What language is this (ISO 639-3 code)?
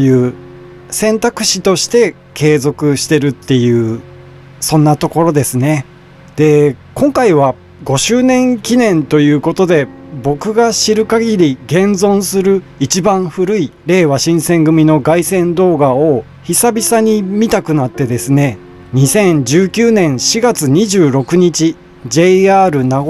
jpn